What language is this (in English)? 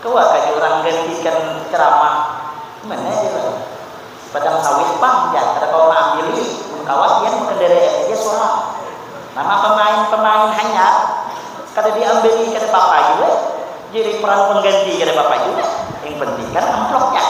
Banjar